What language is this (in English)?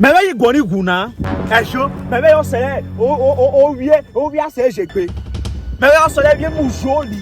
Urhobo